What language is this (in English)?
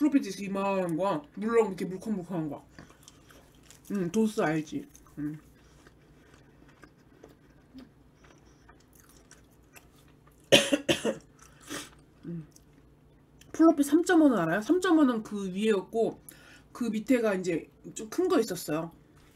Korean